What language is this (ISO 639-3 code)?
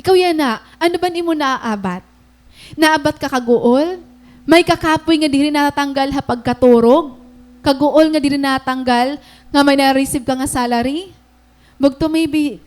war